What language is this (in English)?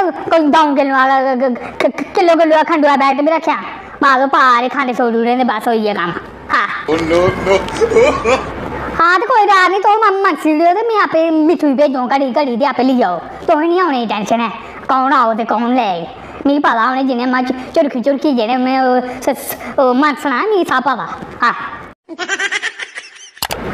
Dogri